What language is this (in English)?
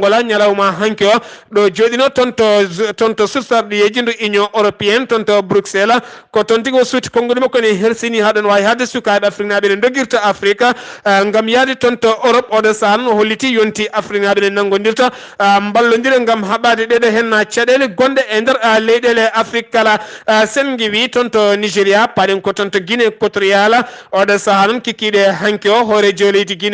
Fula